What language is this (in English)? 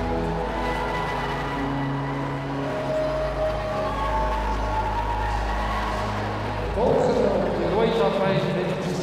Afrikaans